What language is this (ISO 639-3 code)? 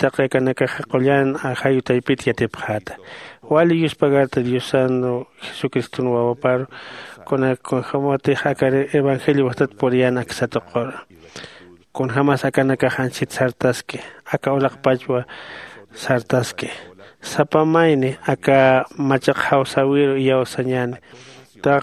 aym